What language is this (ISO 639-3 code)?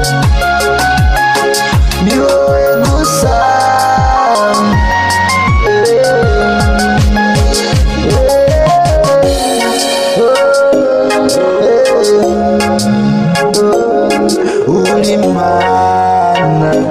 kin